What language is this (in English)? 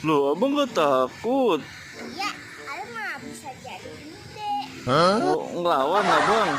Betawi